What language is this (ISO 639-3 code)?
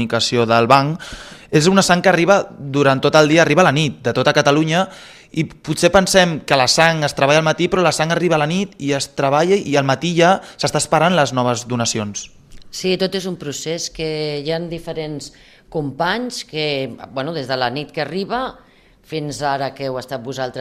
cat